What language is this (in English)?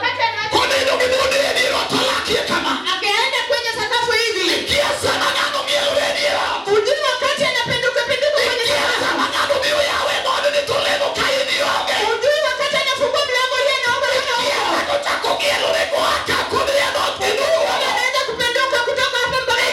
Luo (Kenya and Tanzania)